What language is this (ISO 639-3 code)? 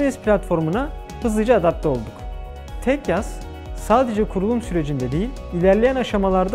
tur